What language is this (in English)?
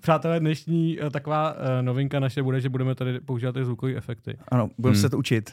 Czech